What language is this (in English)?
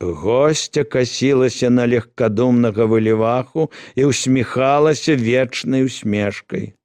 Belarusian